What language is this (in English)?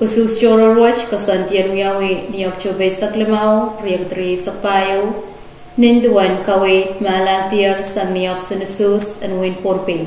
Pohnpeian